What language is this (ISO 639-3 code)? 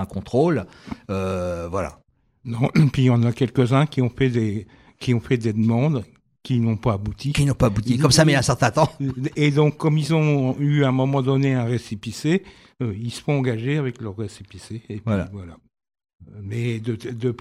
fra